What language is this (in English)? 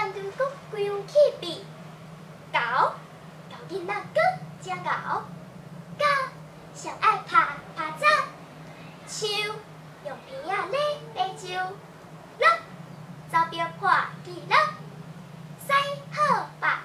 Min Nan Chinese